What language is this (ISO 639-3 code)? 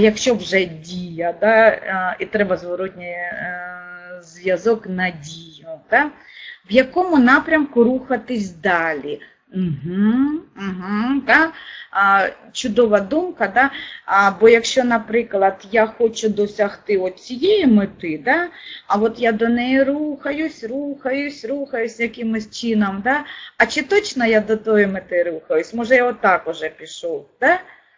ukr